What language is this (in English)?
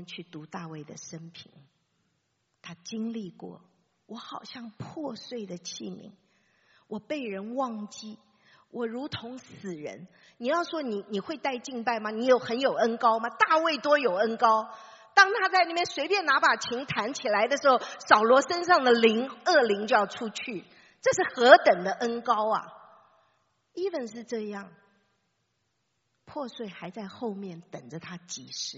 Chinese